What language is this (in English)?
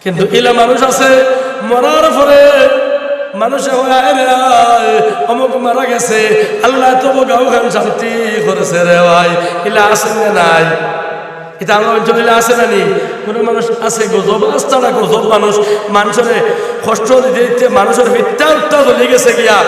Sylheti